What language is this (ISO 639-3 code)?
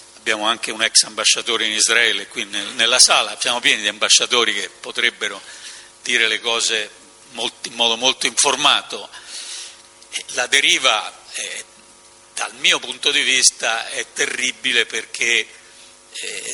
ita